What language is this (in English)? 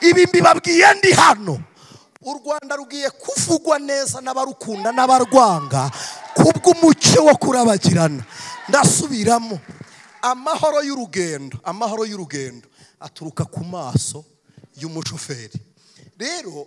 Kinyarwanda